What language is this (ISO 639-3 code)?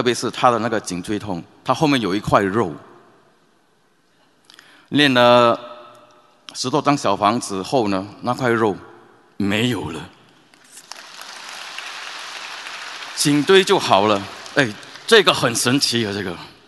zho